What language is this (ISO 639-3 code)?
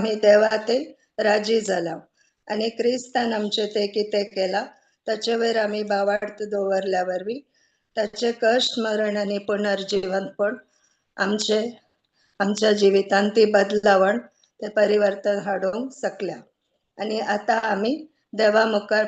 kok